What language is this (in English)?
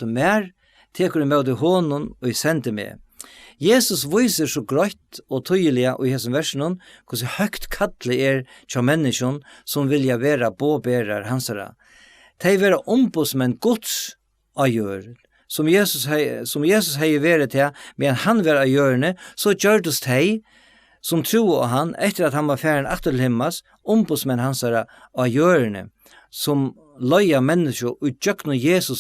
Faroese